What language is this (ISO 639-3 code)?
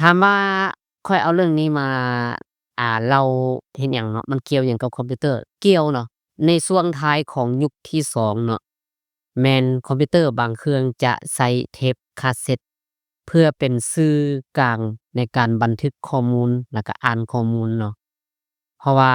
lao